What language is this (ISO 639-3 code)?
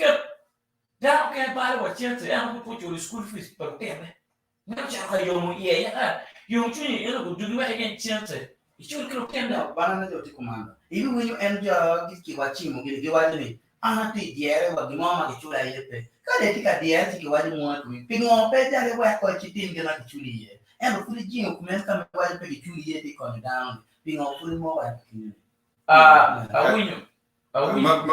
ach